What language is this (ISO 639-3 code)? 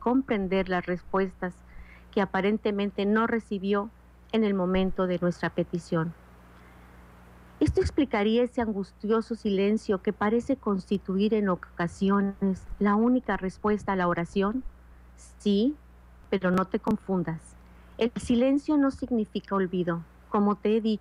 spa